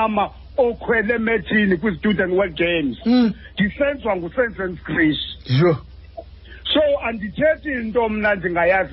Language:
Xhosa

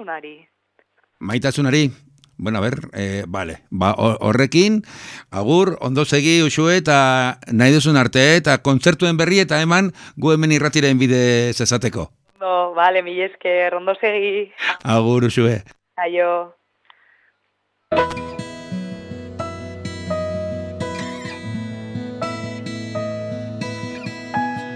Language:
Basque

